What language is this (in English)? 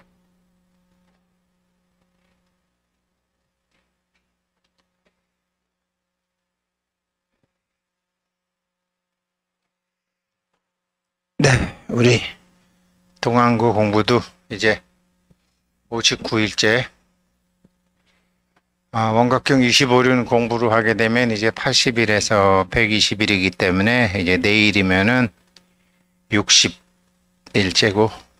Korean